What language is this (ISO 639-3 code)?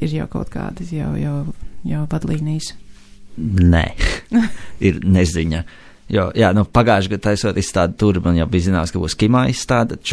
lav